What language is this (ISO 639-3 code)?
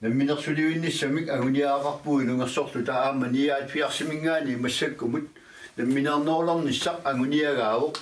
kal